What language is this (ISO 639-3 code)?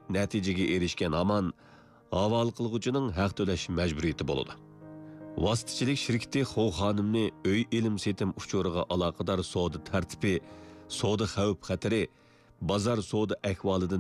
uig